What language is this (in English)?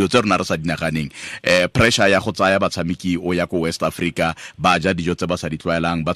Tswana